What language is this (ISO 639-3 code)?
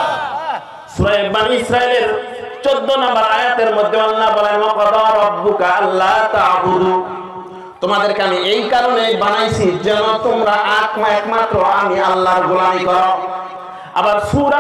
ben